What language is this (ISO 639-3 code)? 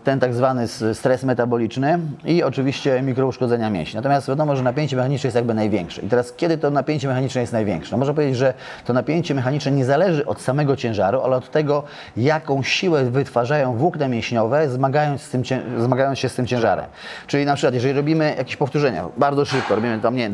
pol